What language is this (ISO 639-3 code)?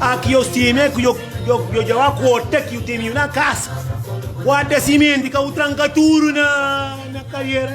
kea